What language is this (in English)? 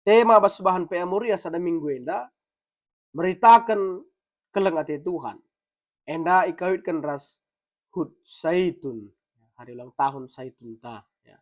Batak Karo